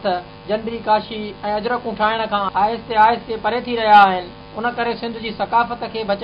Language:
Sindhi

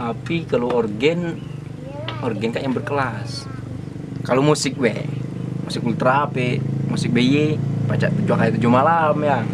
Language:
Musi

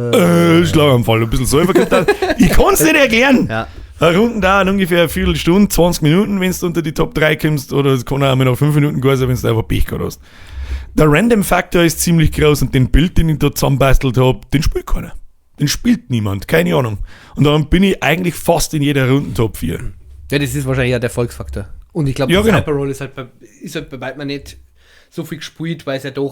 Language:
Bavarian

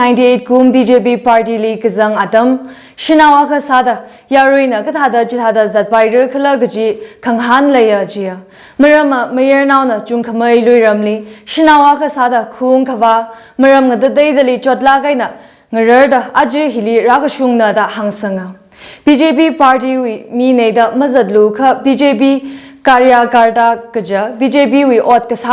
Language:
Tangkhul Naga (India)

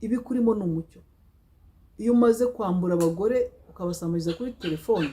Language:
Kinyarwanda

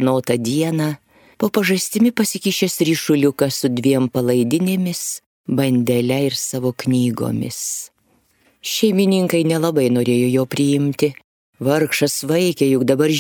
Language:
Lithuanian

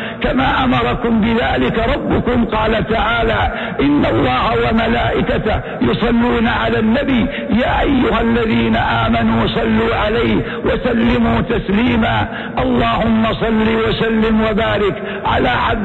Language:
Arabic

